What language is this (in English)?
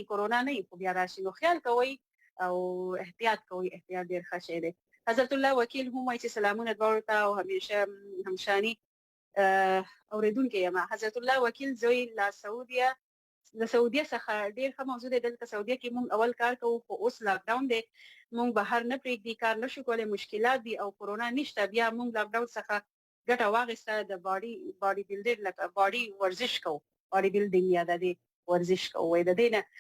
Pashto